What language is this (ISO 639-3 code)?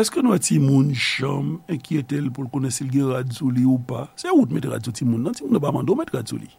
hat